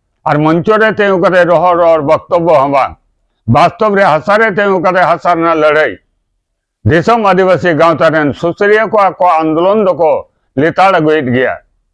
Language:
Santali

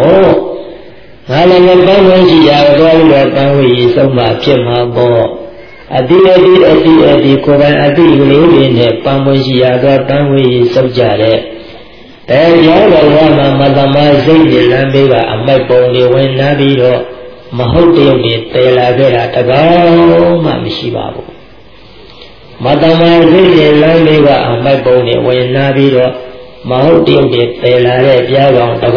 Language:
Burmese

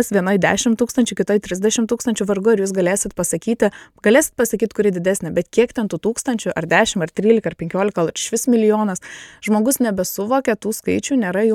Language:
Lithuanian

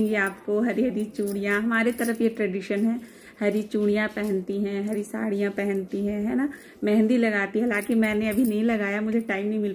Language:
Hindi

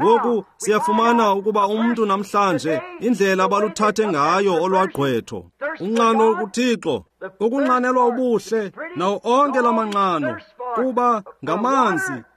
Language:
Xhosa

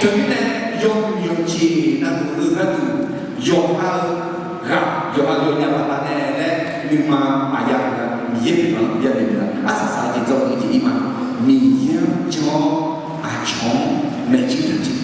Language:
Akha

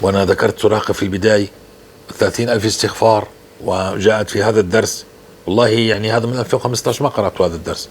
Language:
North Levantine Arabic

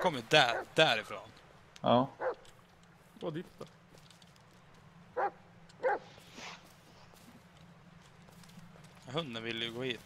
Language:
Swedish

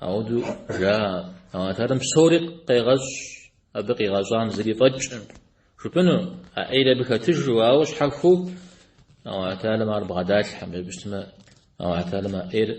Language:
Kabardian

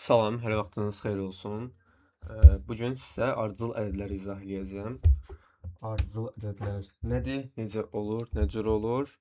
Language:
Azerbaijani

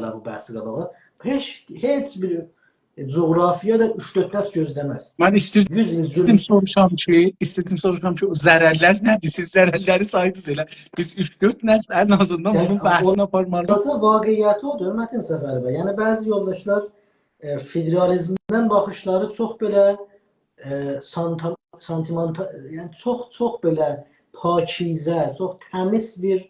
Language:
South Azerbaijani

